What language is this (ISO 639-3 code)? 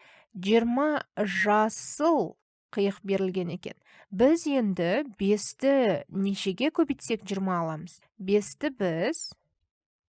kaz